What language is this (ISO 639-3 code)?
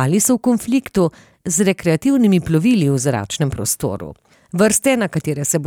slv